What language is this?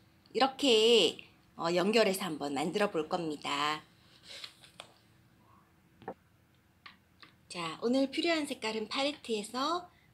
Korean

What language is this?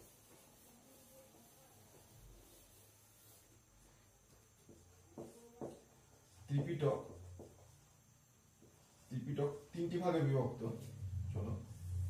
Bangla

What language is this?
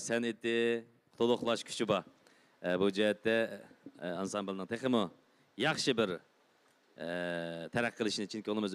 Uyghur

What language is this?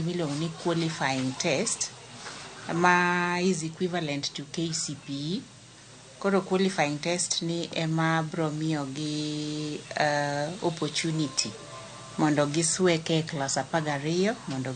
Luo (Kenya and Tanzania)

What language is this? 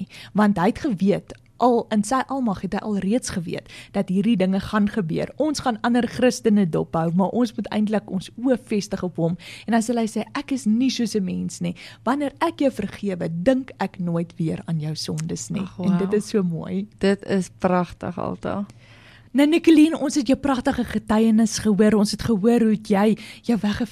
Afrikaans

